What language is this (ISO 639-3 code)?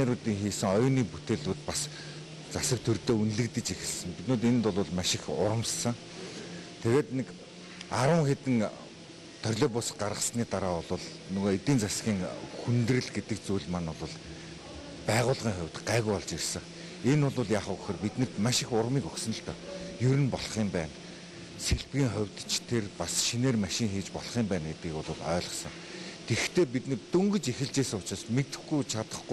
mon